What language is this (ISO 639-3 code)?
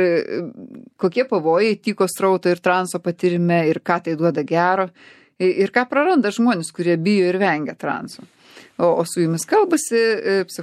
lit